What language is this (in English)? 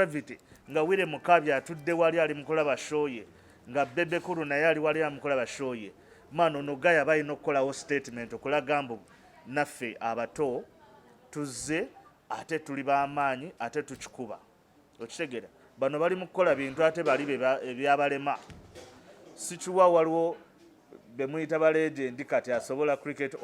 Ganda